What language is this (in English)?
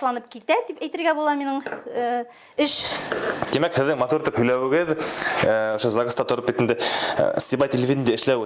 Bashkir